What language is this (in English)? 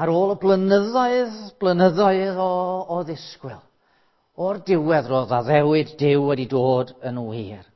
Welsh